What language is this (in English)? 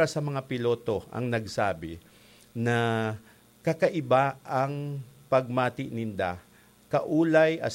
Bikol